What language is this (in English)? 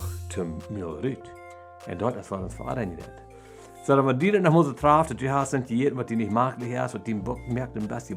Plautdietsch